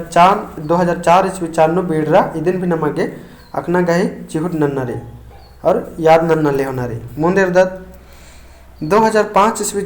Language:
Kurukh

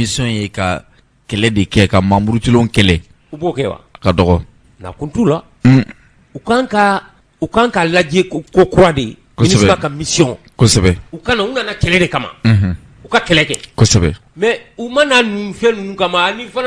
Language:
Bambara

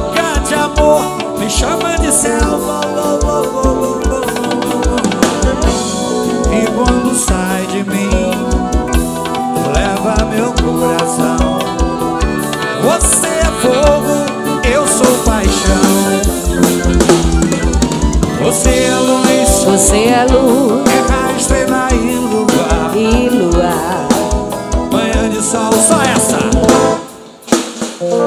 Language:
Portuguese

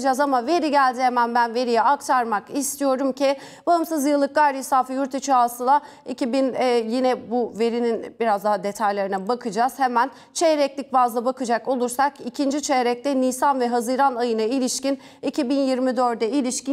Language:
Turkish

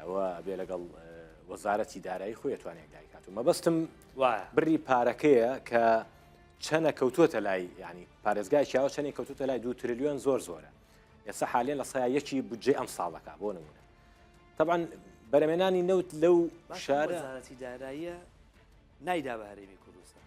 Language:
Central Kurdish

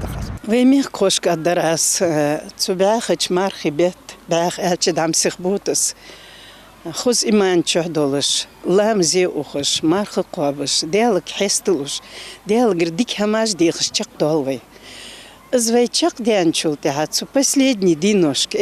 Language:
Ingush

